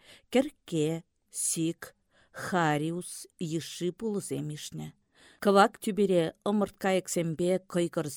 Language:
Chuvash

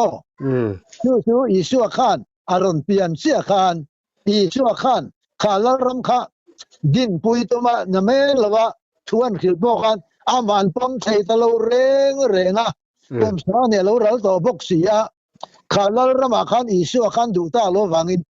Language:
Mizo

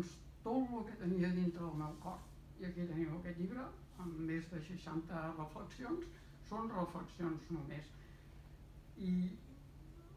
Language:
Catalan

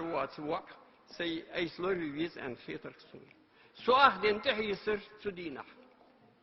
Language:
Ingush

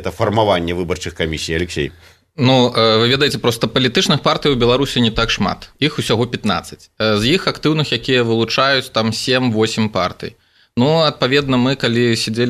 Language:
Belarusian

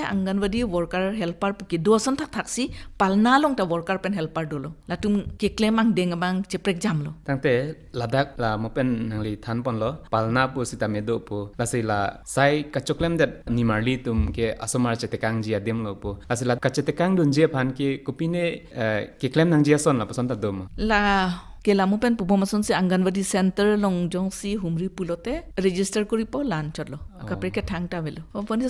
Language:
Karbi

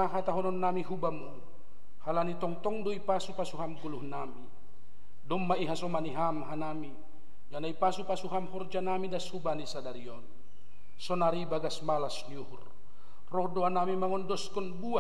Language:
Batak Simalungun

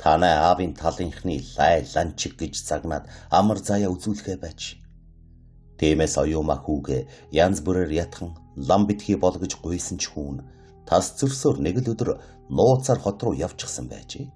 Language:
Mongolian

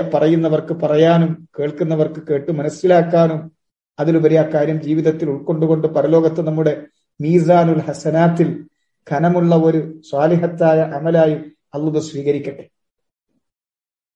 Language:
Malayalam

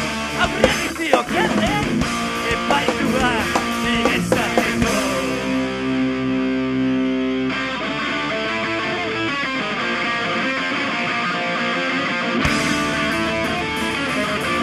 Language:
Basque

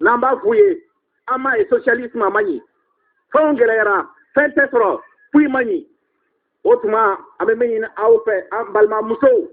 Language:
Bambara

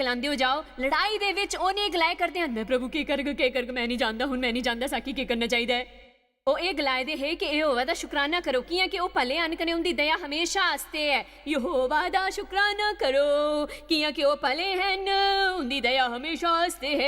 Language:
Dogri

